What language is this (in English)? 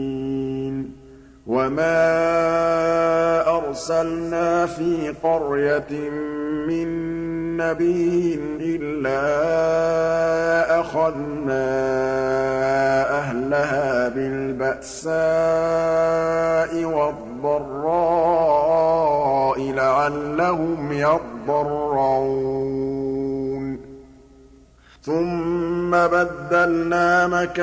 Arabic